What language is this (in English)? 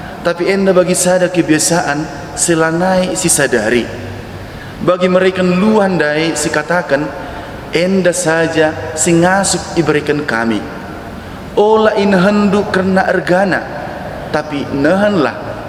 Batak Karo